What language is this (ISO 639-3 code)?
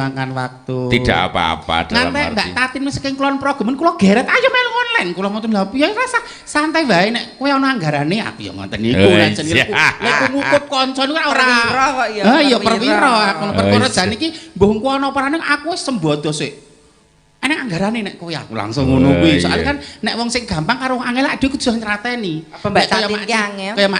jav